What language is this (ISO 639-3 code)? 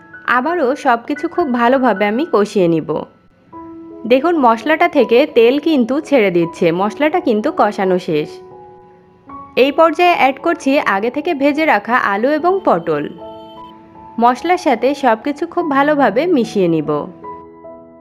ben